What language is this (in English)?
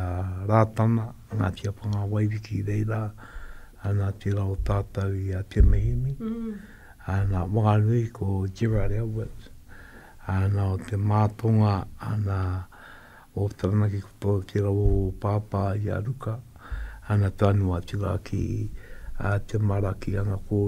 Māori